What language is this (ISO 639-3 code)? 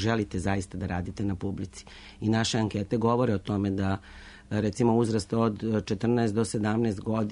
srp